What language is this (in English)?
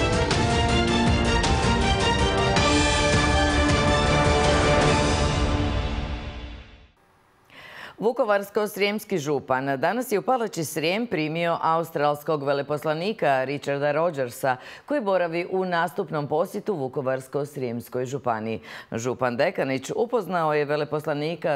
Croatian